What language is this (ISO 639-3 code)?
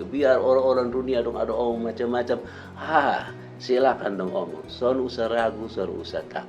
mkn